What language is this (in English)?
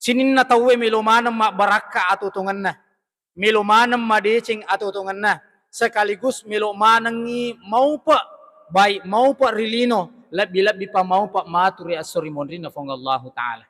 Buginese